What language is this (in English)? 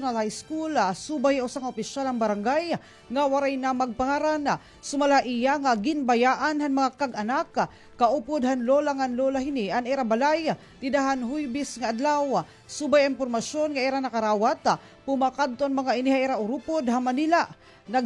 Waray